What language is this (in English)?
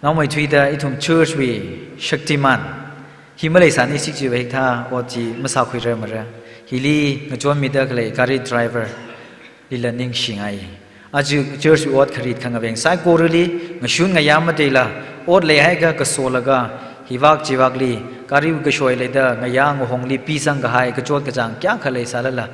Tangkhul Naga (India)